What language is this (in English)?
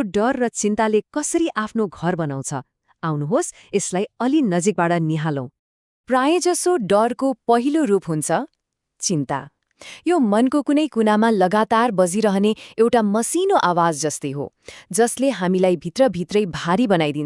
Nepali